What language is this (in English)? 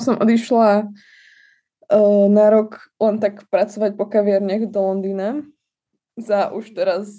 Slovak